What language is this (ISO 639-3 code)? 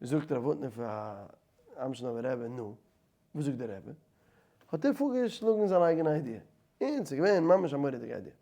yid